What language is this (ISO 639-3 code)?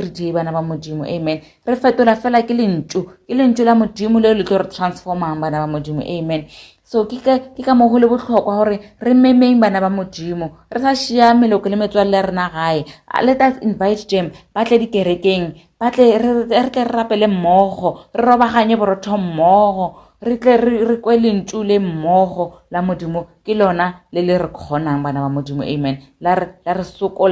nso